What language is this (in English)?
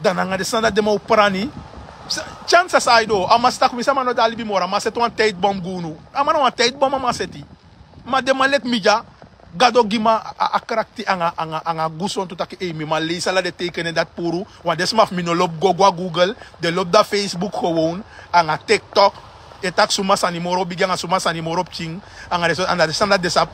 Sranan Tongo